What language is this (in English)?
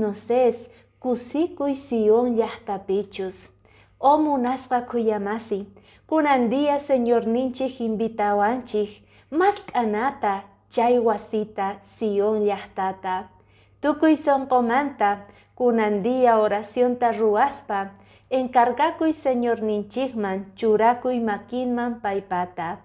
Quechua